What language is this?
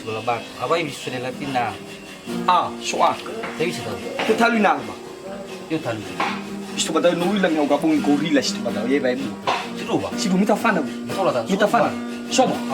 Nias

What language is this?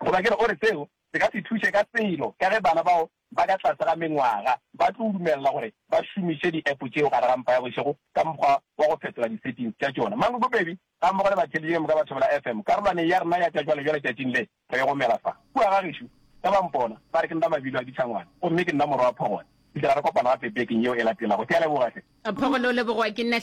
Northern Sotho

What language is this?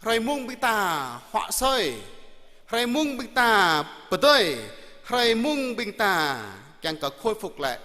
Jarai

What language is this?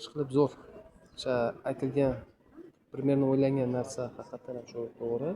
Uzbek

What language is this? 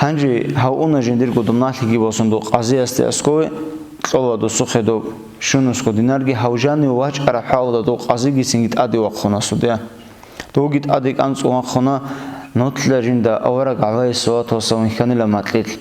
Avaric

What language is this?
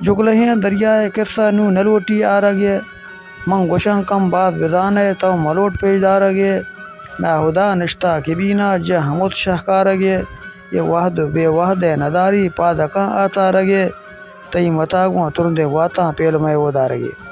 Baluchi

